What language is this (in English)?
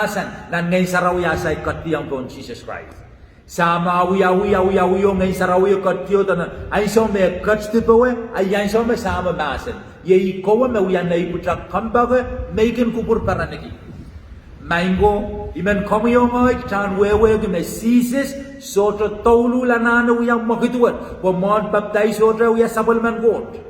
Pohnpeian